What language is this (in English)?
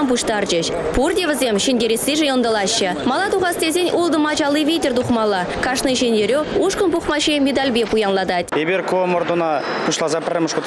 Chuvash